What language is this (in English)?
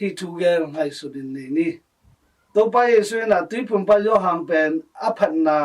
Tedim Chin